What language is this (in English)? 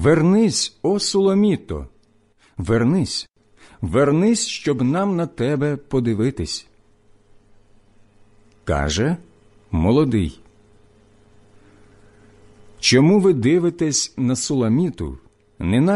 Ukrainian